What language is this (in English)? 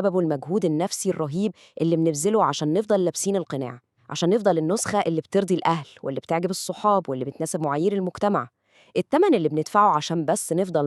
Egyptian Arabic